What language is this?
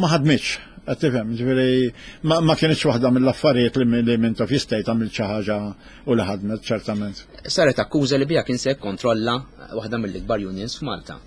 Maltese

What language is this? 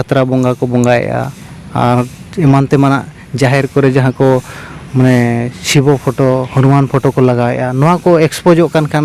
Santali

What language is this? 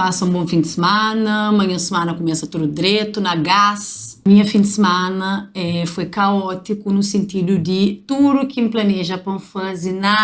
Kabuverdianu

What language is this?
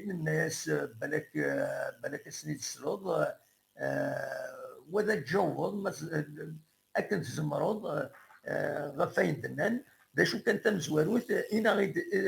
Kabyle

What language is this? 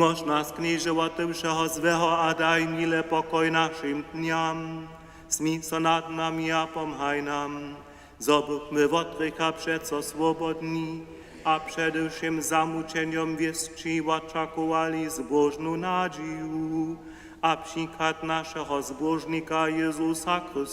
Upper Sorbian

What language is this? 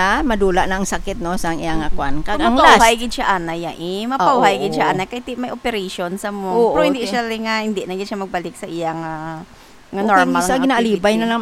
Hiligaynon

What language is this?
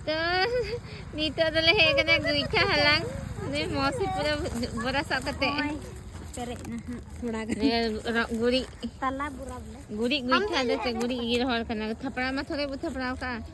Santali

